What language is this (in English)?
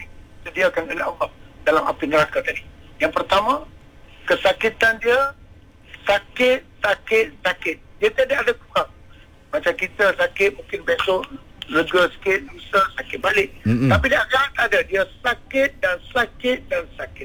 Malay